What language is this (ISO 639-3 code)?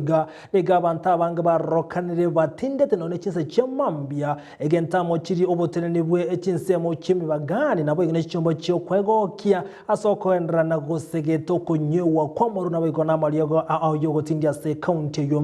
guz